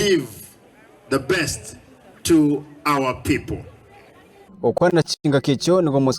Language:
Gusii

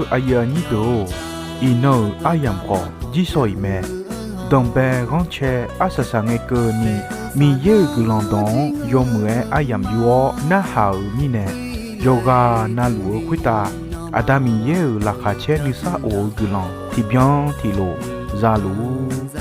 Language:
Akha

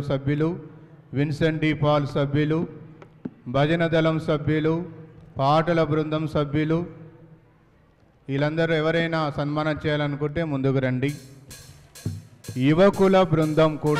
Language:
Telugu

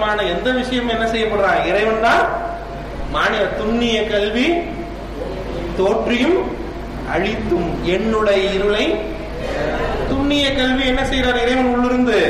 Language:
Tamil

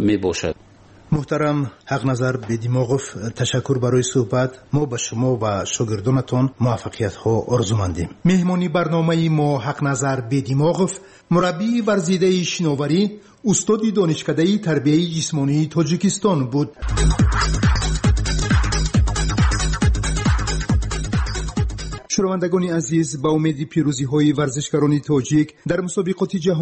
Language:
Persian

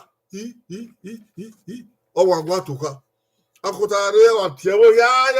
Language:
Bini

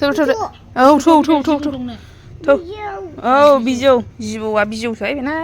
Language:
Bodo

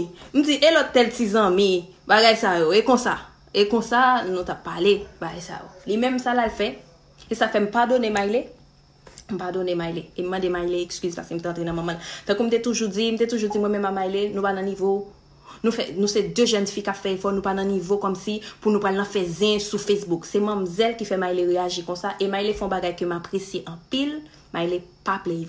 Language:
Haitian Creole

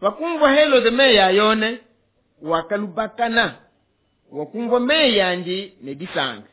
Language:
Luba-Lulua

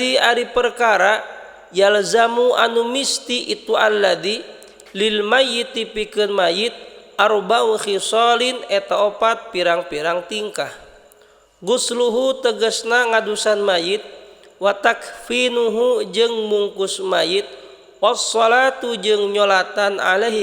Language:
Sundanese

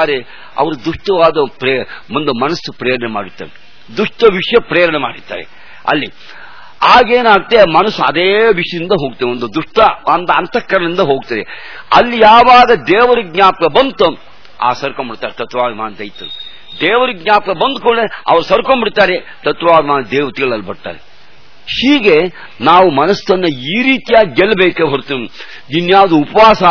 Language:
Kannada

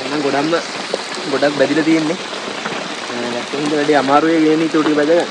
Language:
Sinhala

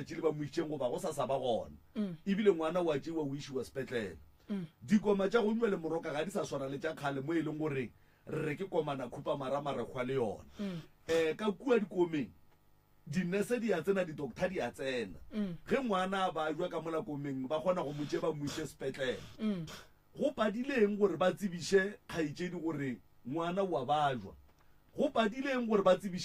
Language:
Northern Sotho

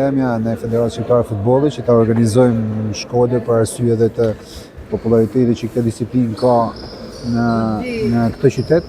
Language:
Albanian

